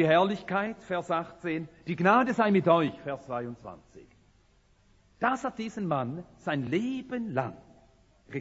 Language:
German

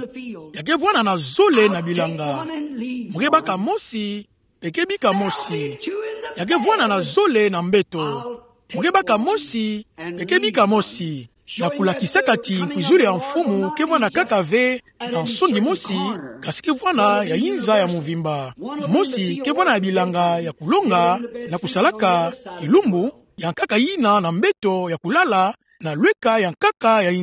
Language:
Kituba (Democratic Republic of Congo)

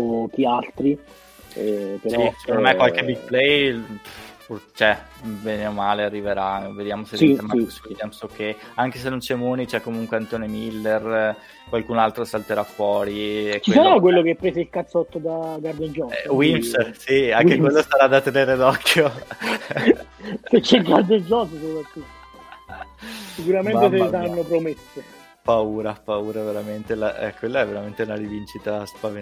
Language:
Italian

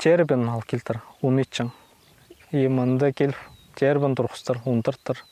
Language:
Khakas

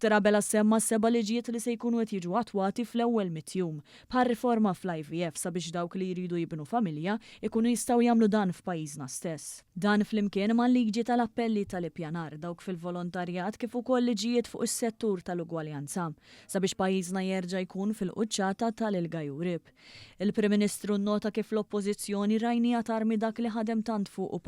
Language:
Maltese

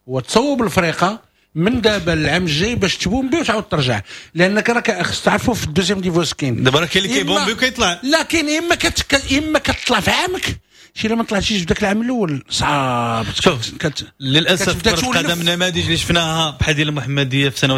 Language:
Moroccan Arabic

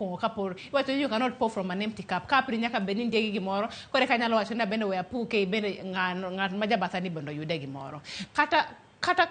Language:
Luo (Kenya and Tanzania)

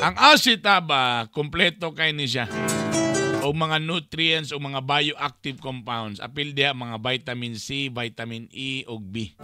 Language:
Cebuano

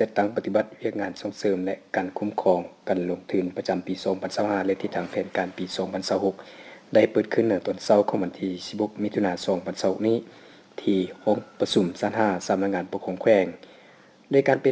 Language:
Lao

